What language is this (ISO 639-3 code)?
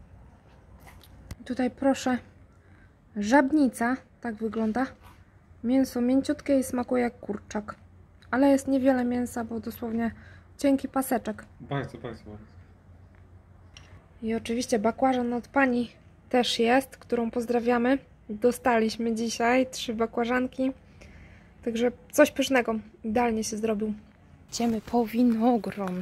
pol